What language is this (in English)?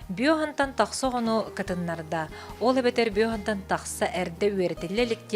Yakut